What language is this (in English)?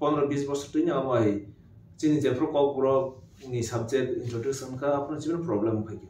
Kok Borok